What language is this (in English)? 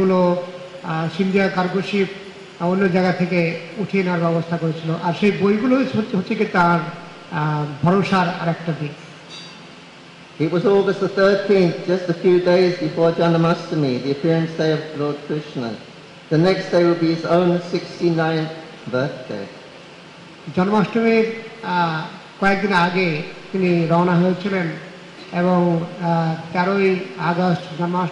Bangla